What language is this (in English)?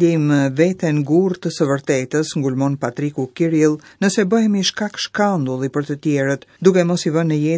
Albanian